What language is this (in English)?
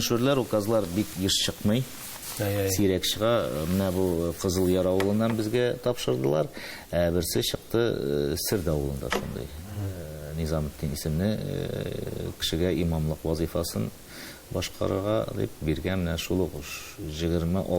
Tatar